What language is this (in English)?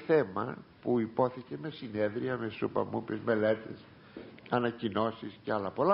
Greek